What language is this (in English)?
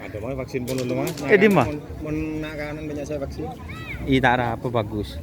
Madurese